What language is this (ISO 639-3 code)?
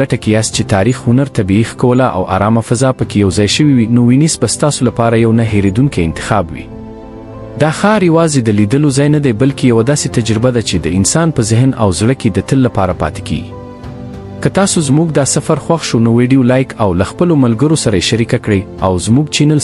pus